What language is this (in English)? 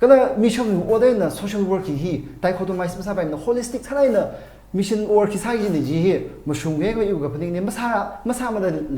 Tangkhul Naga (India)